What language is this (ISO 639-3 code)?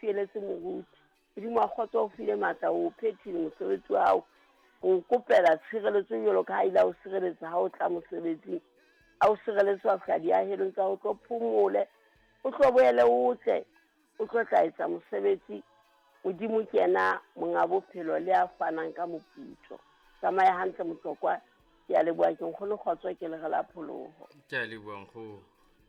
sot